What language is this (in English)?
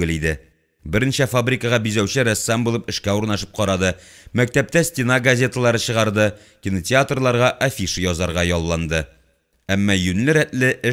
Tatar